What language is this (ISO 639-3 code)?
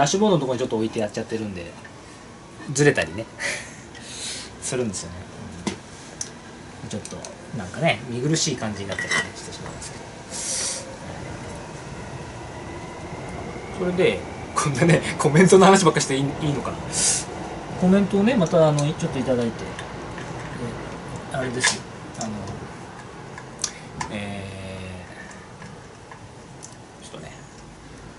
jpn